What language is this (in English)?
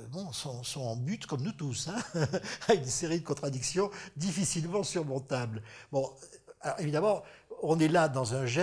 French